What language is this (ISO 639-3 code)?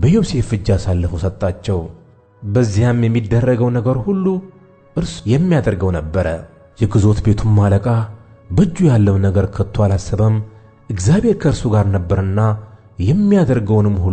amh